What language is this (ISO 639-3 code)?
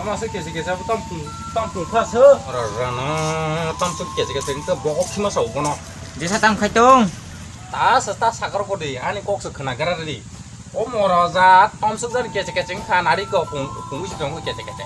trp